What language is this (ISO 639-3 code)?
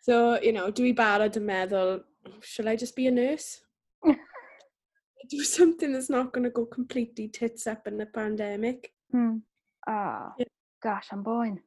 cym